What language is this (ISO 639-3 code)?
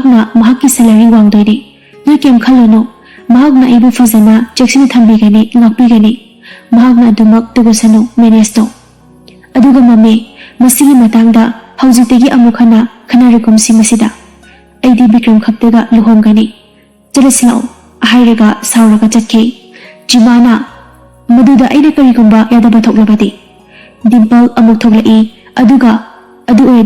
mni